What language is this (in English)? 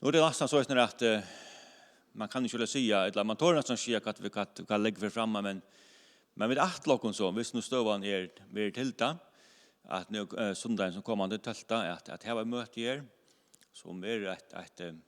Faroese